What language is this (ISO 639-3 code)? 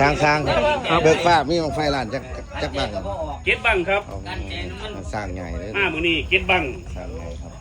tts